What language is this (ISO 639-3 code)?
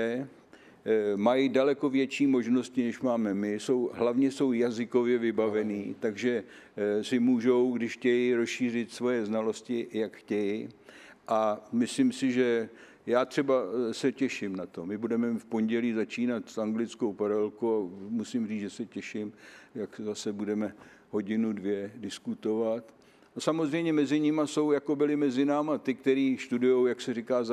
ces